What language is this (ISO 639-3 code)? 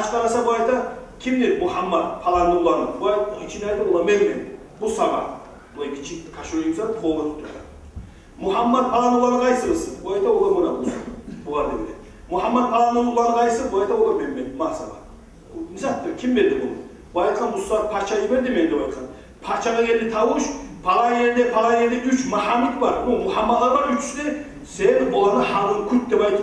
kum